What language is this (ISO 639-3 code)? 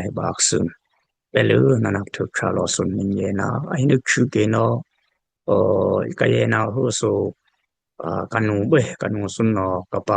dis